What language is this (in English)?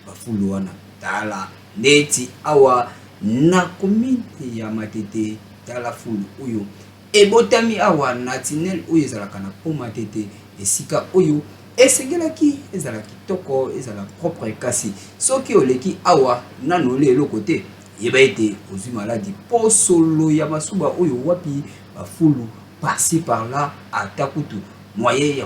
Lingala